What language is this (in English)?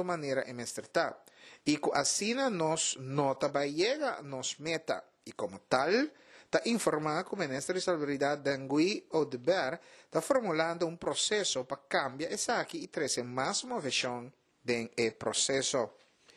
Papiamento